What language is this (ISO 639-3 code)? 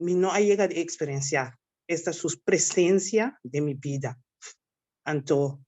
pap